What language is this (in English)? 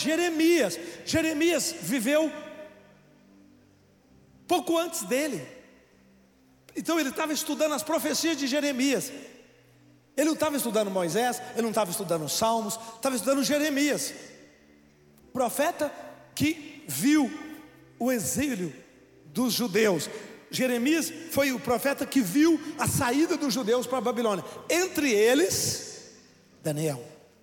Portuguese